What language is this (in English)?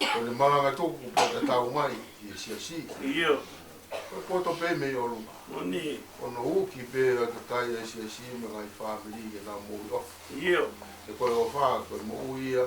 Tongan